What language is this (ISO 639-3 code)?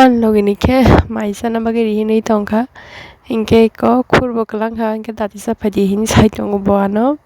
trp